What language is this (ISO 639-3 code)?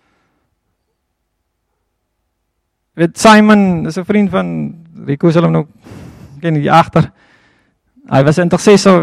afr